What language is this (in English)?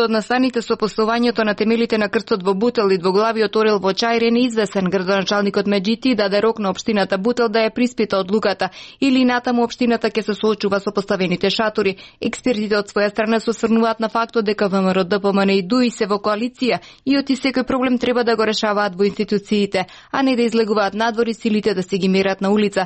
Macedonian